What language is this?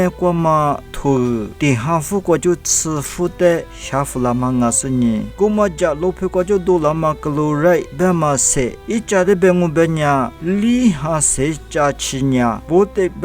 Lisu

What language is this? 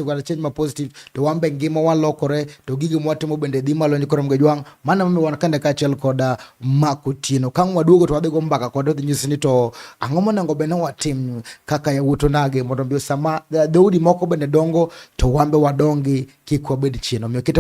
Luo (Kenya and Tanzania)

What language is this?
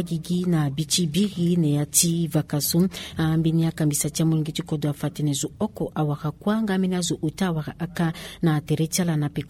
Sango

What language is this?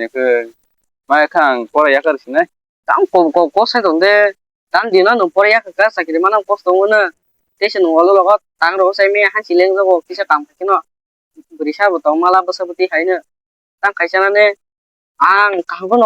Kok Borok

